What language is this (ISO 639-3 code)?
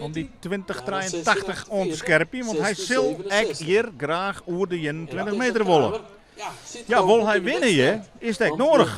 fry